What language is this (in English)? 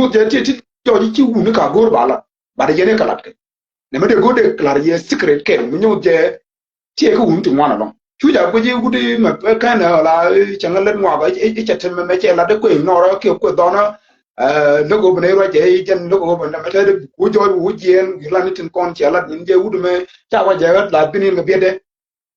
Nuer